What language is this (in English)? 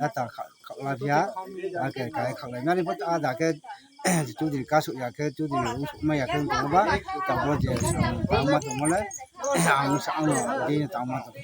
Riang (India)